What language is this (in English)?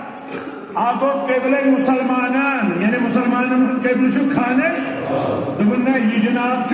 Kashmiri